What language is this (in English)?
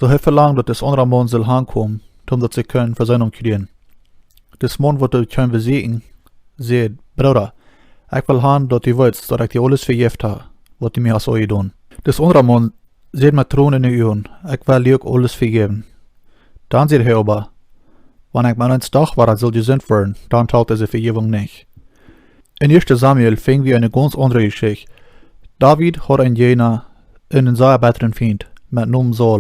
Plautdietsch